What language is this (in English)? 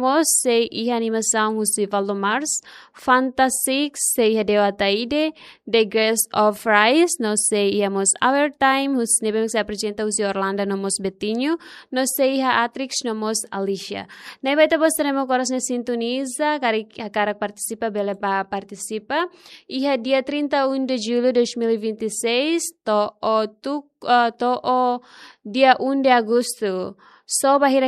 Tetum